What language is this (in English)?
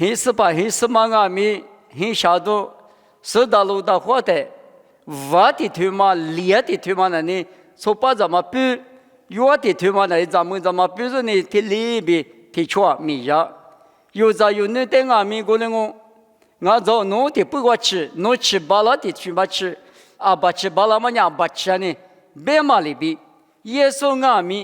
Lisu